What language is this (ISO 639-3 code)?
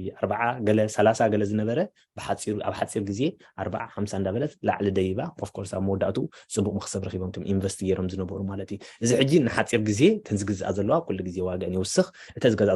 tir